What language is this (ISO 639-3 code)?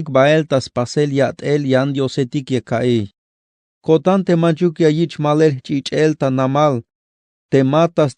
tzh